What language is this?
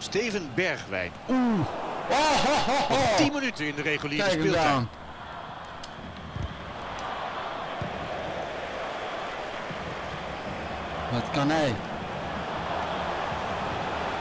Dutch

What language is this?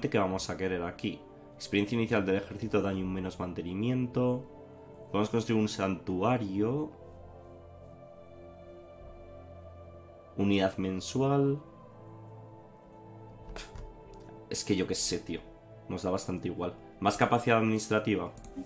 Spanish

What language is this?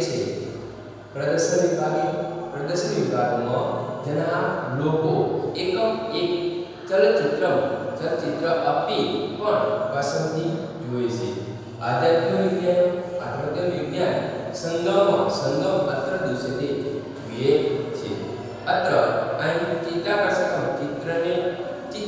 Gujarati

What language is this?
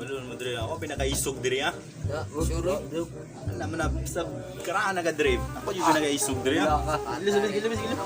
Cebuano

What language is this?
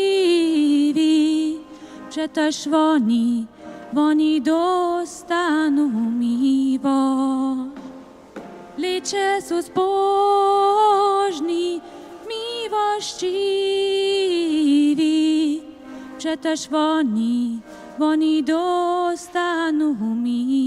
Upper Sorbian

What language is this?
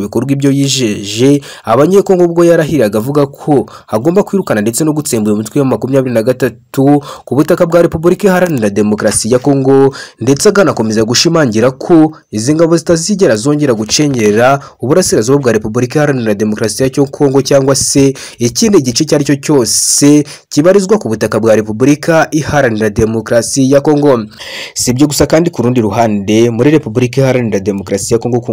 Kinyarwanda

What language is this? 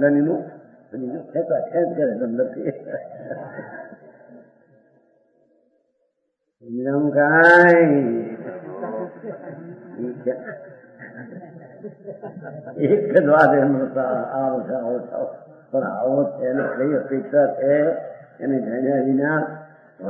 Gujarati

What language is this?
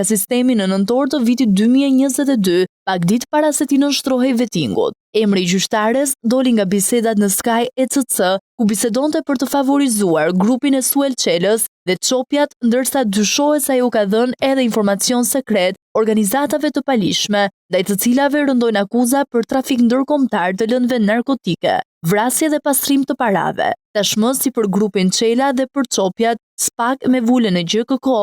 Albanian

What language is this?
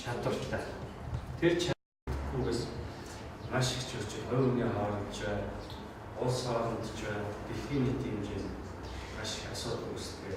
Mongolian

